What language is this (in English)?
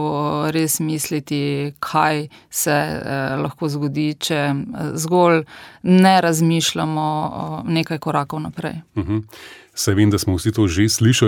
Slovenian